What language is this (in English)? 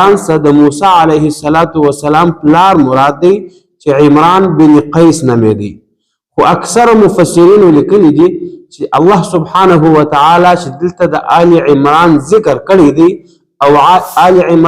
Pashto